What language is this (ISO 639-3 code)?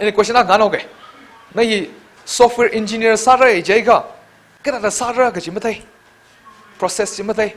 nmf